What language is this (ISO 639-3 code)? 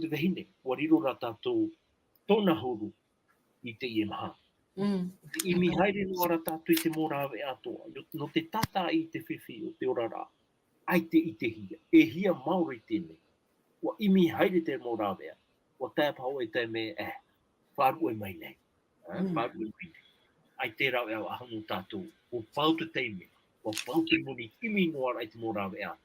tah